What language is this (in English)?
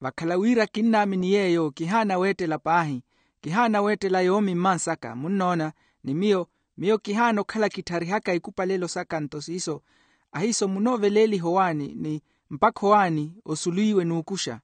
Makhuwa